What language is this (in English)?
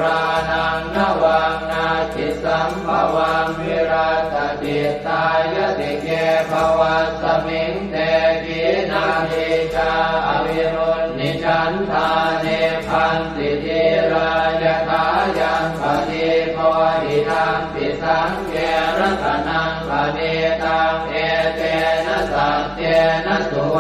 Pali